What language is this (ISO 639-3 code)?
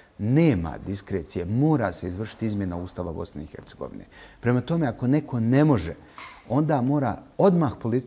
bos